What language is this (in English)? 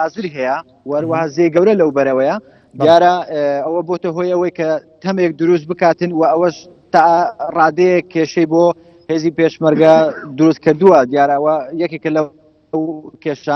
Central Kurdish